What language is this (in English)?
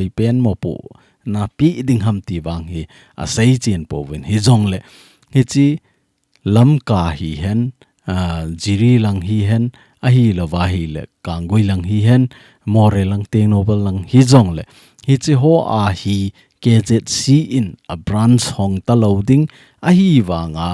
Thado Chin